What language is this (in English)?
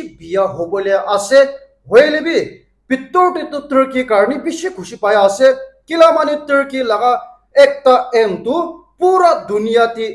Naga Pidgin